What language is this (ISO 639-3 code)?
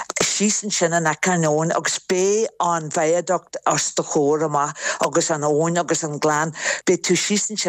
gle